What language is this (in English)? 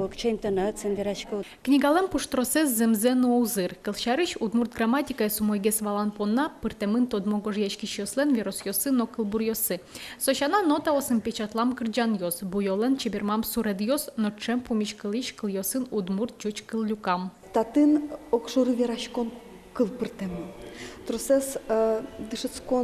Udmurt